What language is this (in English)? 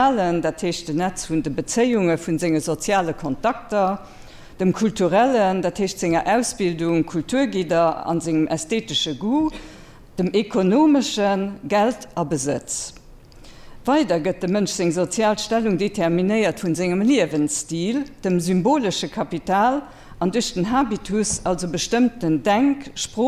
Luxembourgish